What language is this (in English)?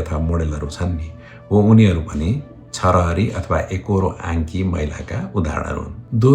Nepali